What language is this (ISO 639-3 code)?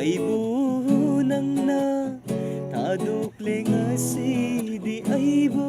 mni